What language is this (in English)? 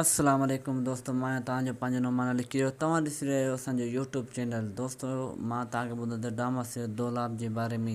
Sindhi